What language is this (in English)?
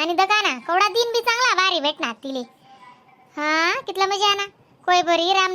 Khandesi